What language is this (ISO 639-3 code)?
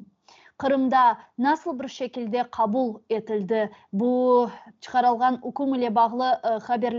crh